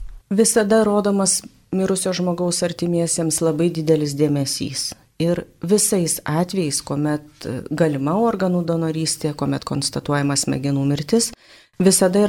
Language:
Lithuanian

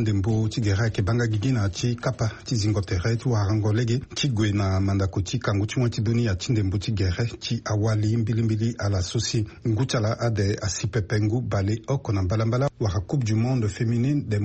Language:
Sango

